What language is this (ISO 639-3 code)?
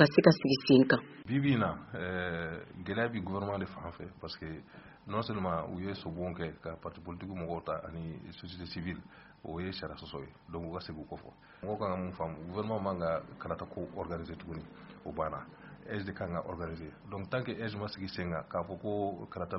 bam